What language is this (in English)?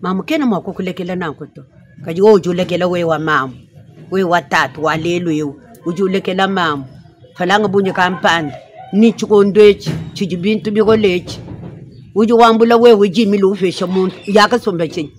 Luba-Lulua